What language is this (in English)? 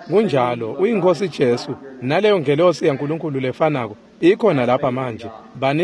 Swati